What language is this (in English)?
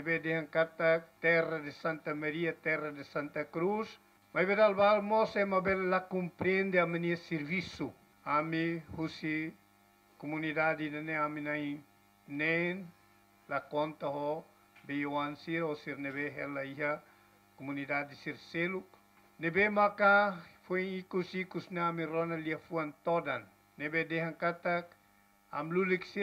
Tetum